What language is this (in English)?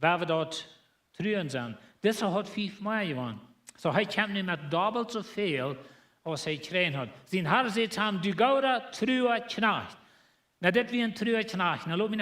Plautdietsch